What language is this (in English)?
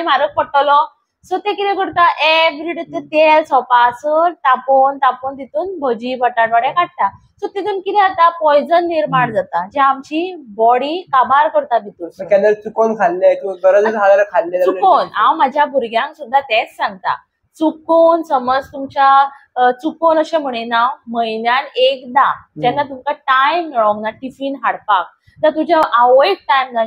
Konkani